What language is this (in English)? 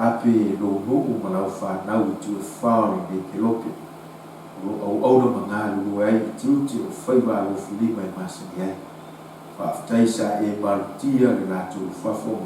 Samoan